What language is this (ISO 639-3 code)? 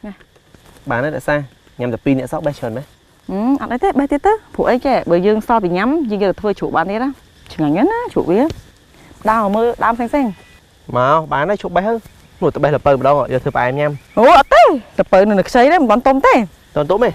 khm